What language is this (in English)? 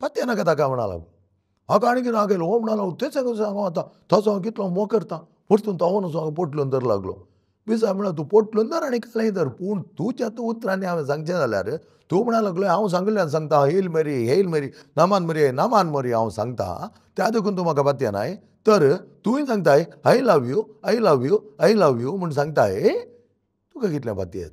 Konkani